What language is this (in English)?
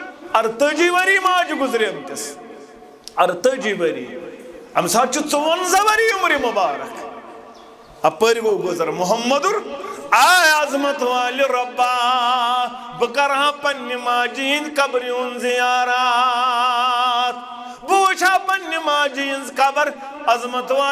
Kashmiri